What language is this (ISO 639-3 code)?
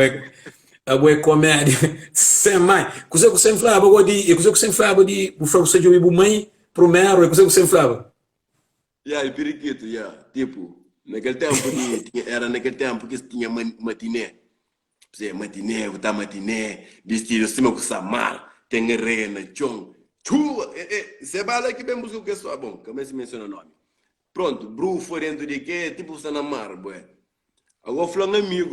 kea